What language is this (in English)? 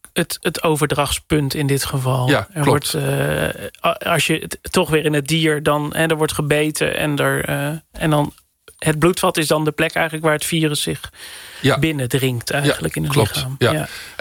Dutch